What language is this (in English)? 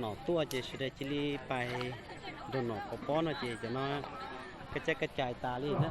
Hmong